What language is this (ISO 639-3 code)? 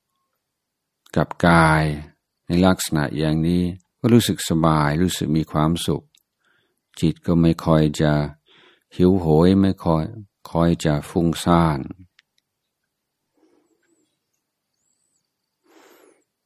tha